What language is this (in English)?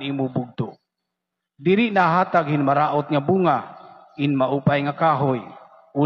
Waray